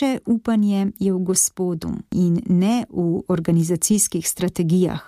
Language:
Slovenian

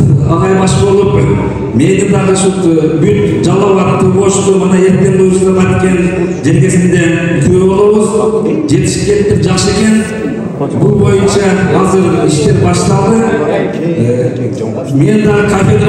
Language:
Kyrgyz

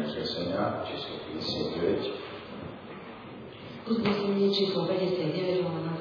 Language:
Slovak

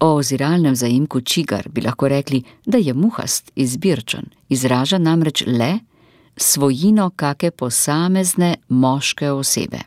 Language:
Slovenian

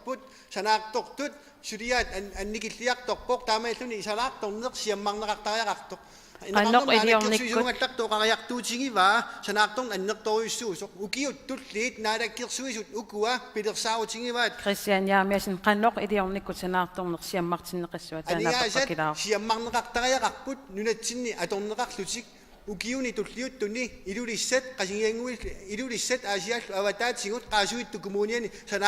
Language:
Kalaallisut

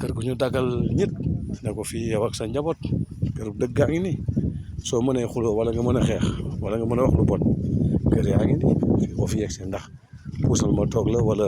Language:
Wolof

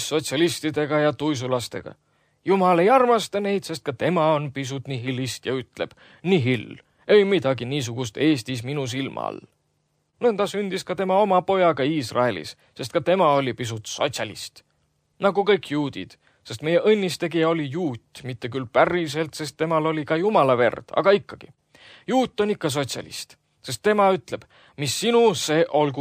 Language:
Estonian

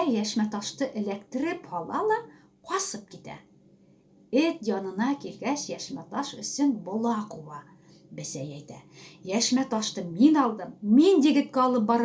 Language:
Bashkir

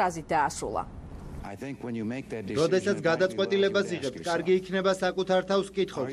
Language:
Georgian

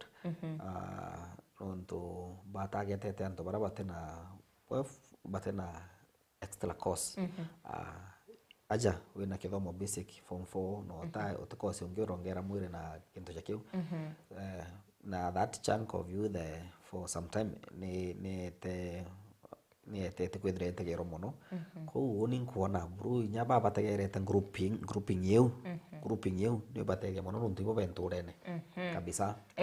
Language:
Meru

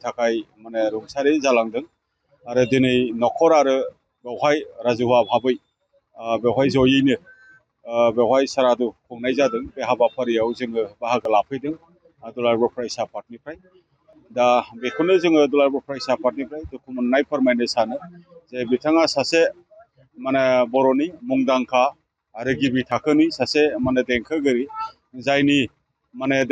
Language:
Bodo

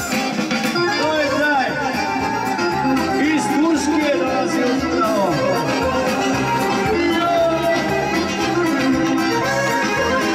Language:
Croatian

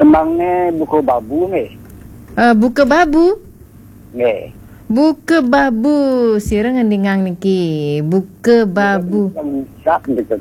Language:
Balinese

